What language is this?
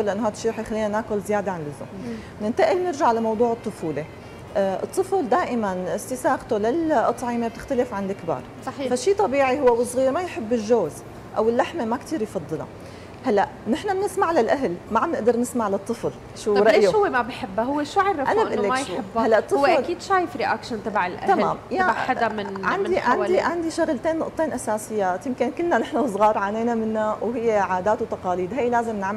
North Levantine Arabic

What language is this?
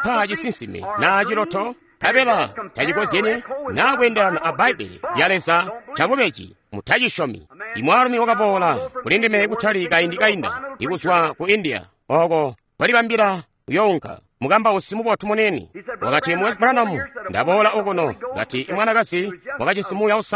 Tonga (Zambia)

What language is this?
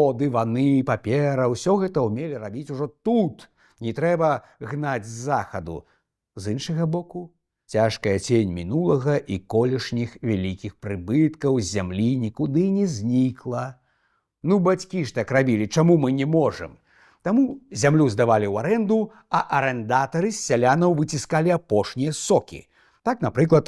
Belarusian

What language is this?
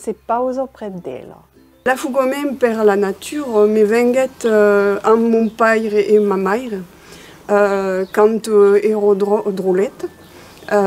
Occitan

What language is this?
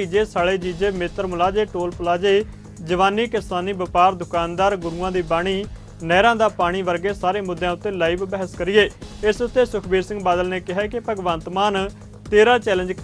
Punjabi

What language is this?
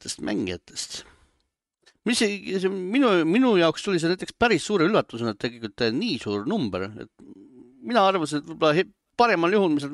Estonian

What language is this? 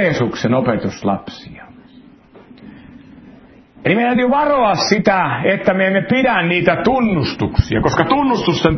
Finnish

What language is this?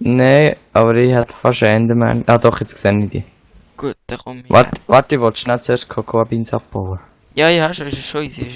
Swiss German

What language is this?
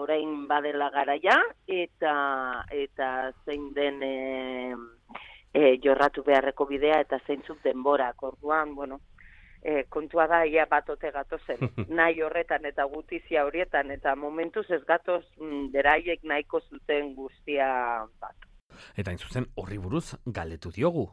Basque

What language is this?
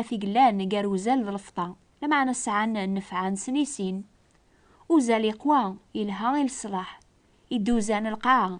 Kabyle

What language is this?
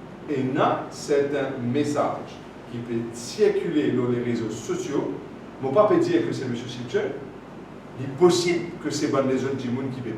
Morisyen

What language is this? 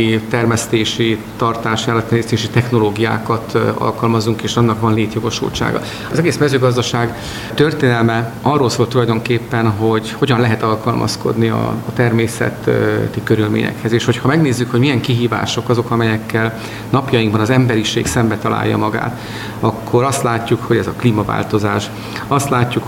Hungarian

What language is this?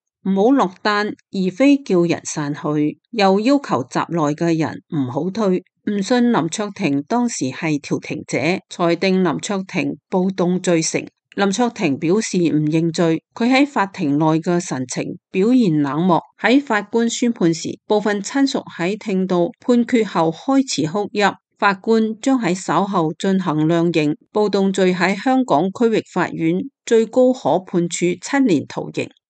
Cantonese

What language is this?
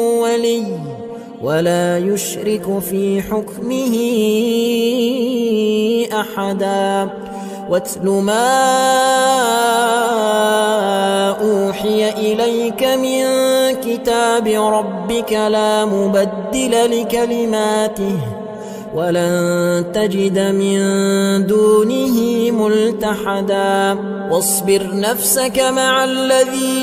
Arabic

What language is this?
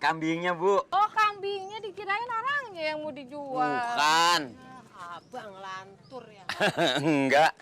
Betawi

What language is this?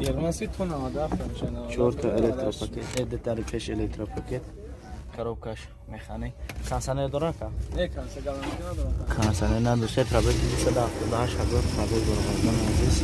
Tajik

